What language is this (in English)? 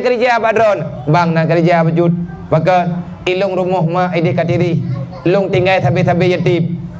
Achinese